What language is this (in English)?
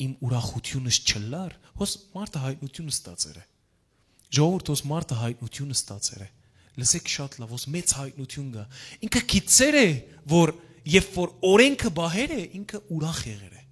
Western Armenian